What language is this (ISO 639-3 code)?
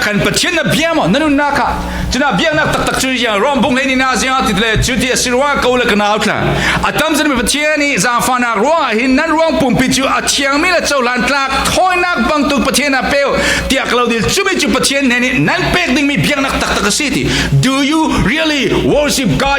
cfm